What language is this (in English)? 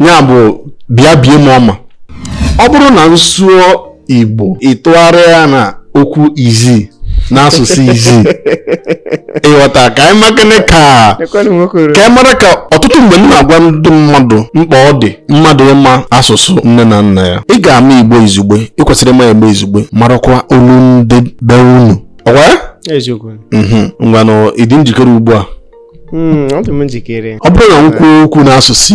Igbo